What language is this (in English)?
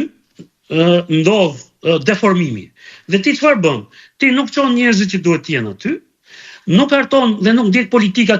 Albanian